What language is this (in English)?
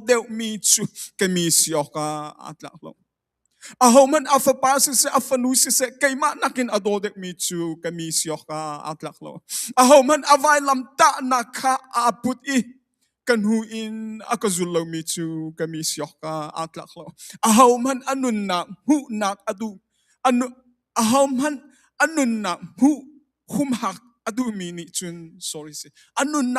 Hakha Chin